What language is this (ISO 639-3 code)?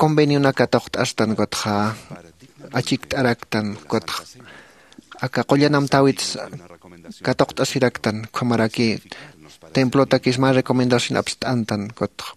aym